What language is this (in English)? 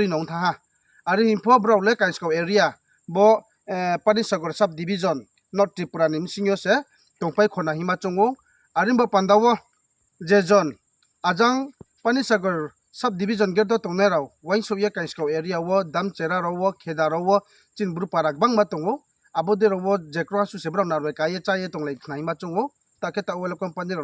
Riang (India)